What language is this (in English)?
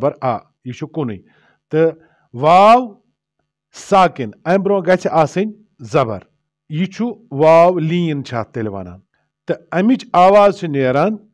Kashmiri